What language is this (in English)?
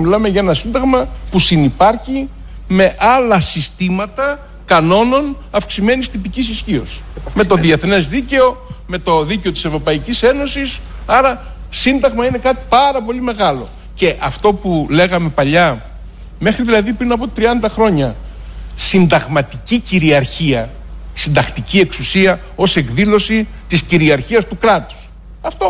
Greek